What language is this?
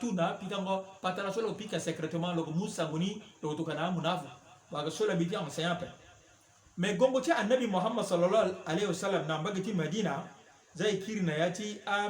Sango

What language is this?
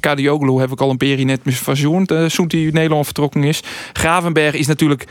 Western Frisian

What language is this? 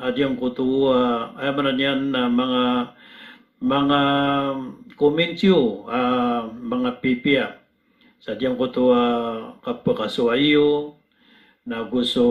Maranao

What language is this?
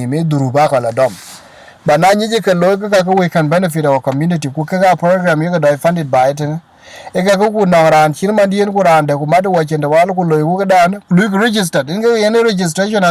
Dinka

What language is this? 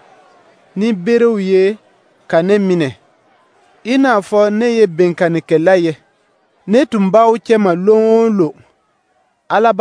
Dyula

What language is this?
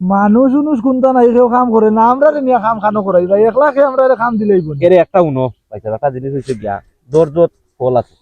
Sylheti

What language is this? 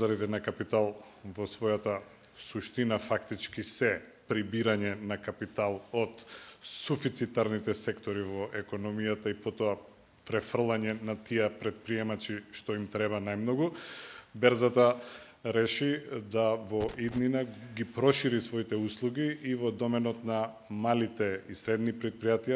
Macedonian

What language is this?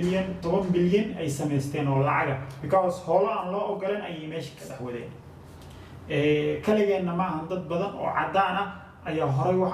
Somali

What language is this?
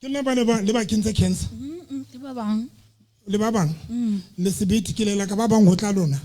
Southern Sotho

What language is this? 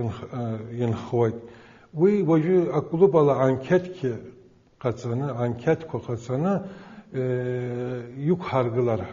Abkhazian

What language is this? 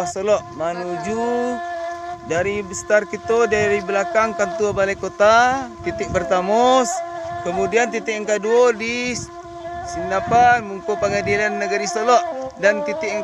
Minangkabau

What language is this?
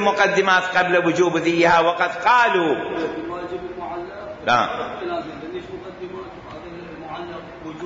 Mesopotamian Arabic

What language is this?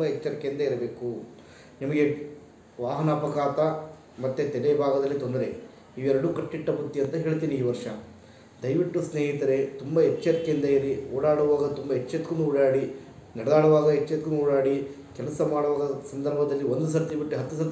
Kannada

